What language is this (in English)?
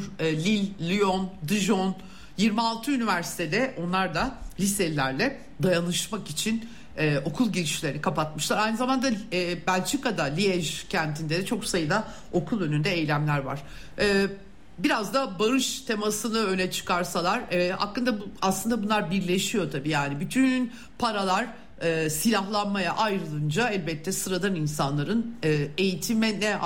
Turkish